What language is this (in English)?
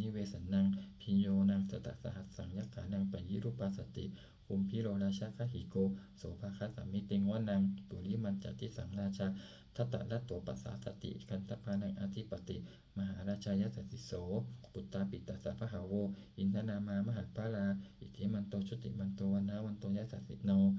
Pali